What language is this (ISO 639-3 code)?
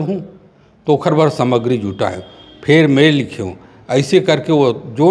hne